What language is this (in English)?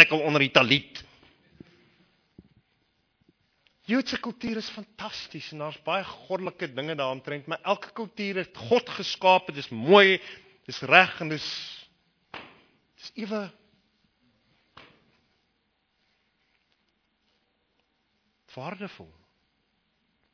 Afrikaans